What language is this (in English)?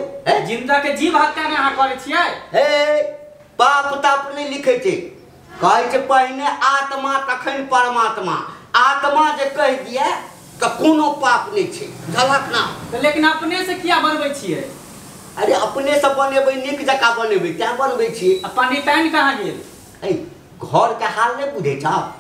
Maithili